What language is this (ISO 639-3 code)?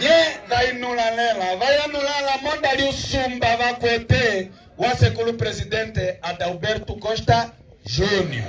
umb